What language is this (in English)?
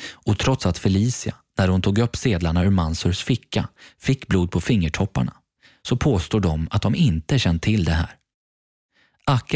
Swedish